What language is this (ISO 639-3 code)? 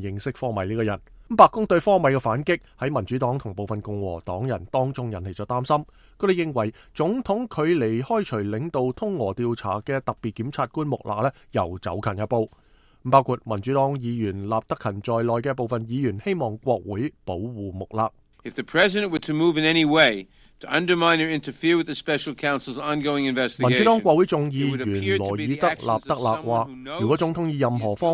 yue